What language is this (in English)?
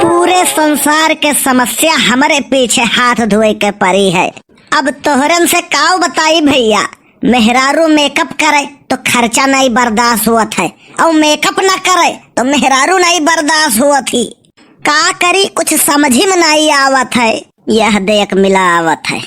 Awadhi